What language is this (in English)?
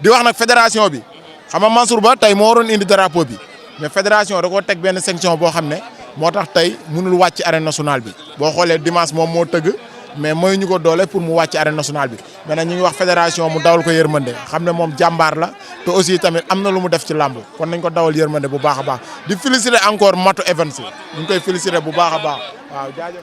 Wolof